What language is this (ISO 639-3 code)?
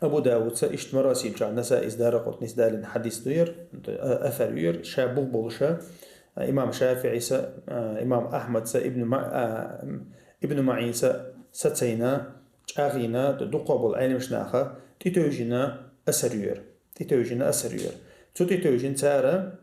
che